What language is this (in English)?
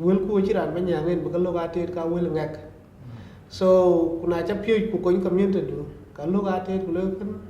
Dinka